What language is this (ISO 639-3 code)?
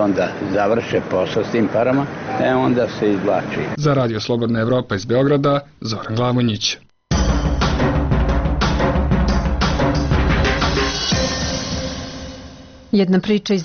srp